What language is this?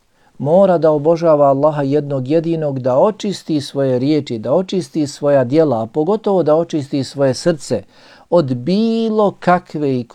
Bosnian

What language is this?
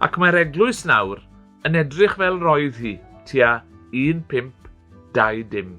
Welsh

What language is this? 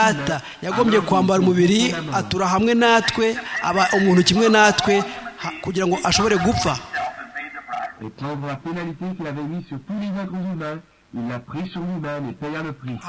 Kinyarwanda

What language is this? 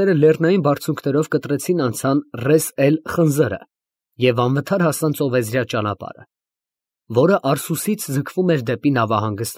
Armenian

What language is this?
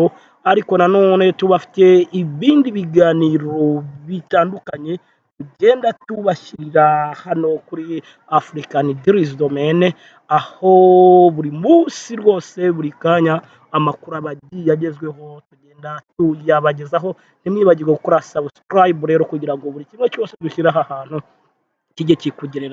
Kinyarwanda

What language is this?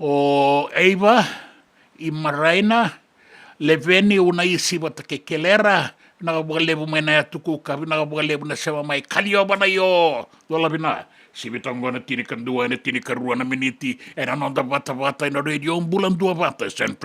Fijian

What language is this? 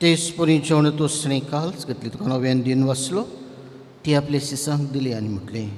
Konkani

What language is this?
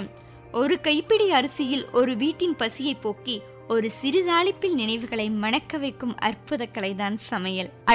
Tamil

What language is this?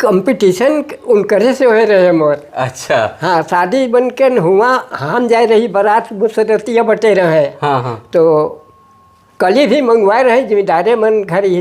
Sadri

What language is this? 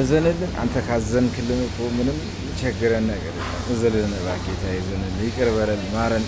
Amharic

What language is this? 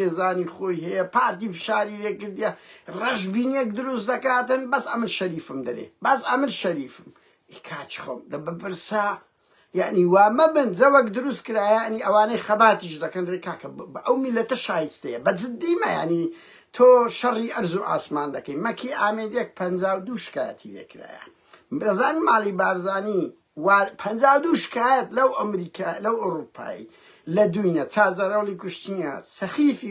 Central Kurdish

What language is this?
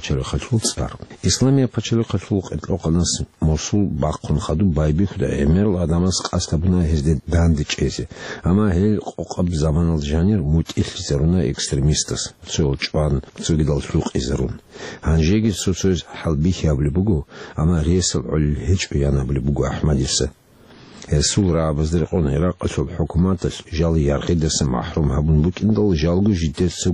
Avaric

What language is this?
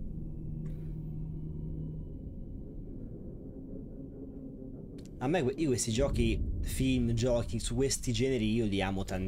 Italian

